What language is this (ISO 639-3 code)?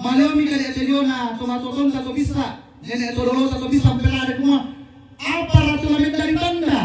sda